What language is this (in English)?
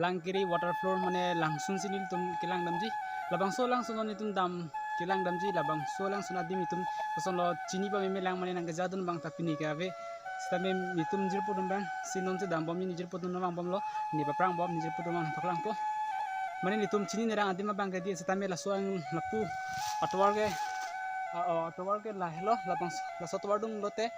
Karbi